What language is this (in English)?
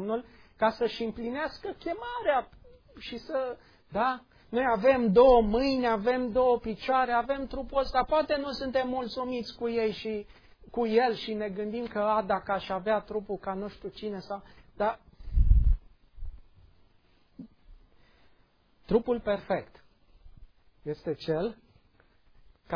Romanian